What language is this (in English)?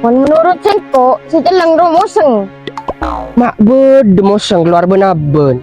Madurese